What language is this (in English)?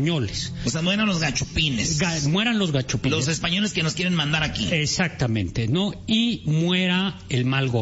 Spanish